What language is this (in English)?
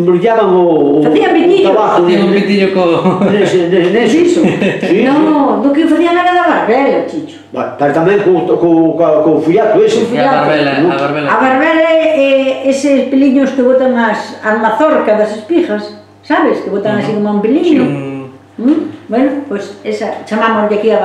Galician